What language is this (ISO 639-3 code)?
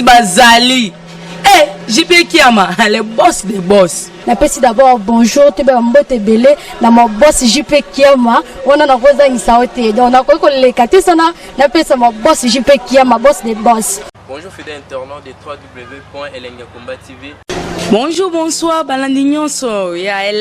lin